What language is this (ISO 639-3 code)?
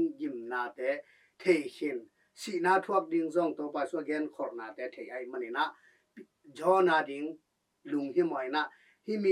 ctd